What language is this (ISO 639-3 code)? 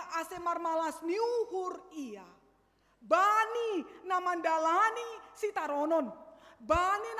bts